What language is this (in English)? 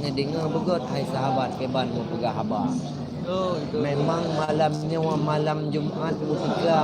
Achinese